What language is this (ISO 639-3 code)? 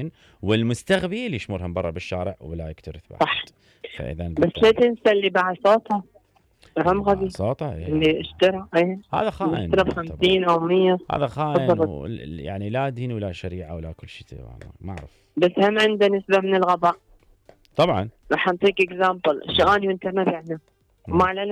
acm